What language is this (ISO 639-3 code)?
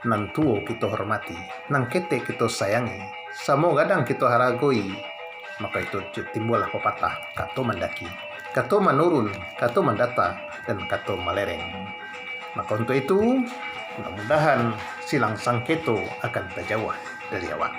min